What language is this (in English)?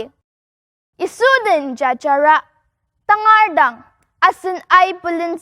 Ao Naga